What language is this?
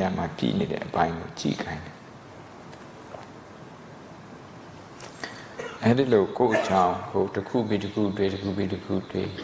Burmese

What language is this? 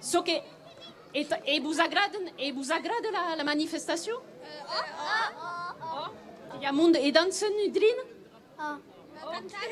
Occitan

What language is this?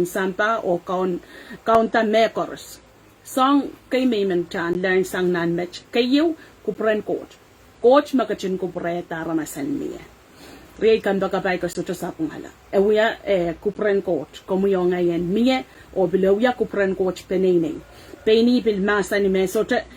Pohnpeian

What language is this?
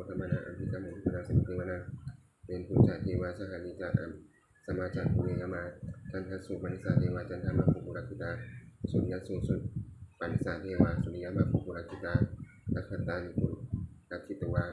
Pali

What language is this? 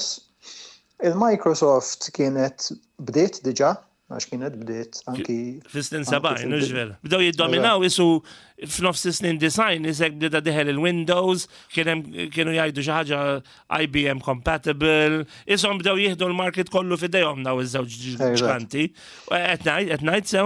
Maltese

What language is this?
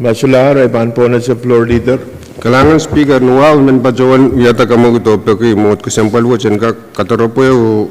Pohnpeian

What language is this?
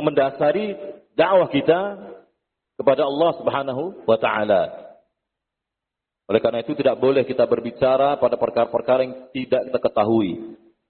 Indonesian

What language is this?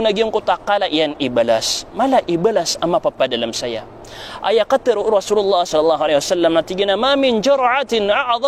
Maranao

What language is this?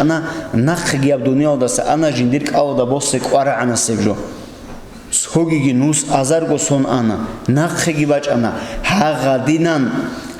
Avaric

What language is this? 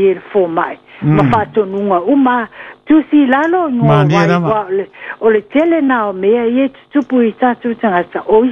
Samoan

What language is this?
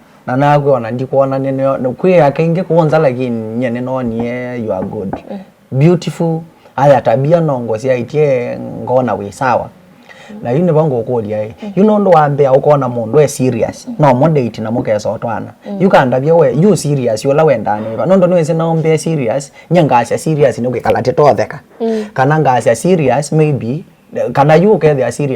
Kamba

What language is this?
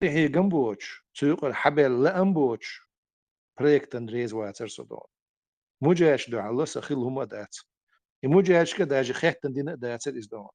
Chechen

